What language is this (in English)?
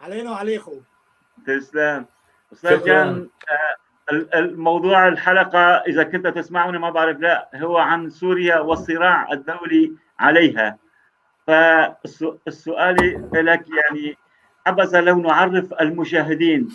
North Levantine Arabic